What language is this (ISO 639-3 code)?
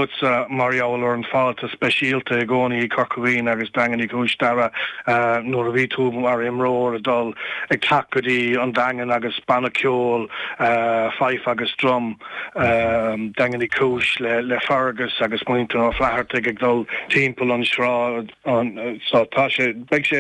gle